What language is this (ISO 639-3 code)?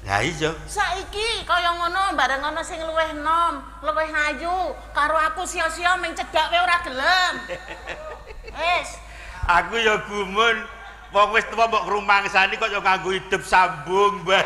jav